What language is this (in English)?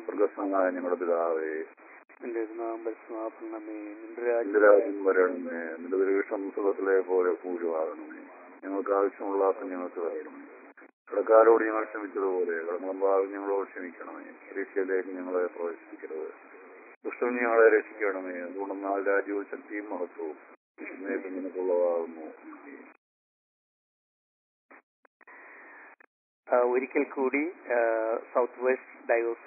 Malayalam